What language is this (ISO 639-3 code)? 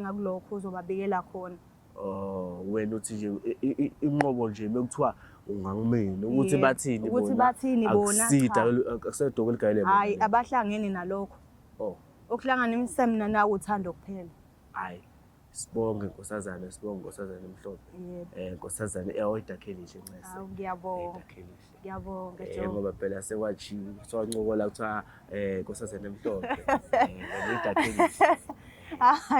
zul